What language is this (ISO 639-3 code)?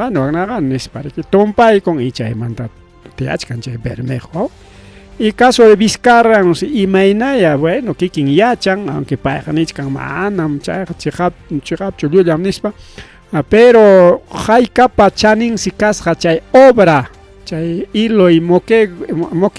quy